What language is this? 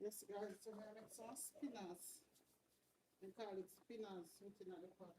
Jamaican Creole English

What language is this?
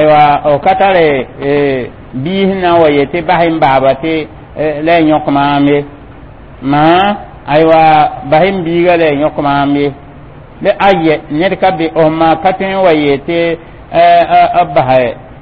Mossi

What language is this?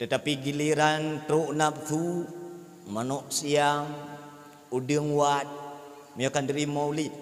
Achinese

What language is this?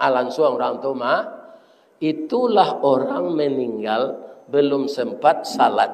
Minangkabau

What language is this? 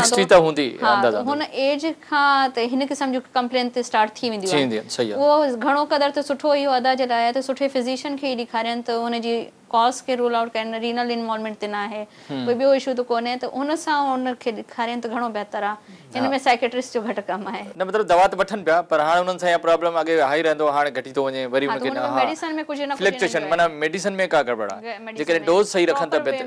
Sindhi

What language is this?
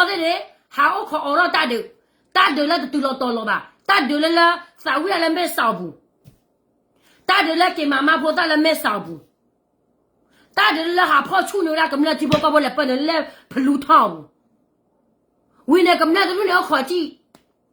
S'gaw Karen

